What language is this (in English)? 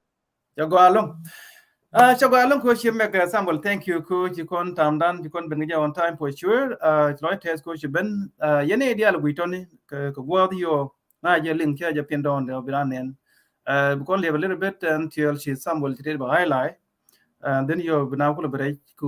Nuer